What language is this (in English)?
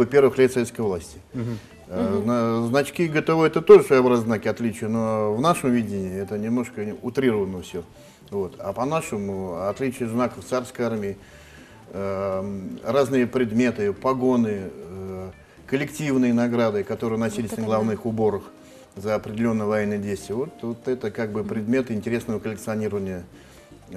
Russian